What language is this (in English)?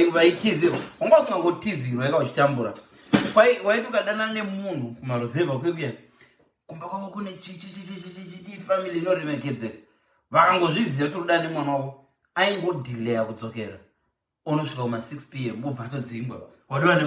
Shona